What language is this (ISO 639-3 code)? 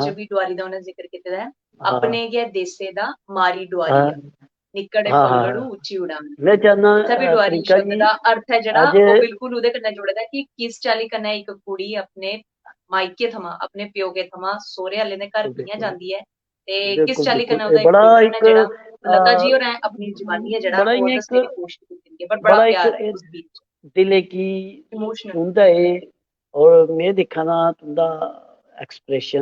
doi